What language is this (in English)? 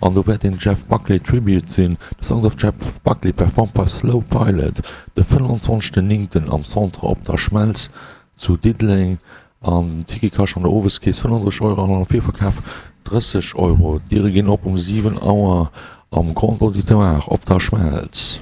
Luxembourgish